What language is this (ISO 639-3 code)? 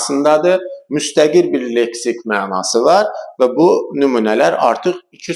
aze